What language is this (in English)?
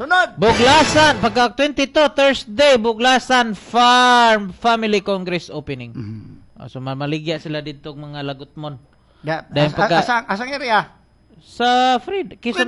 Cebuano